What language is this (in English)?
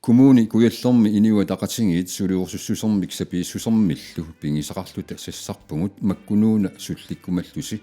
Kalaallisut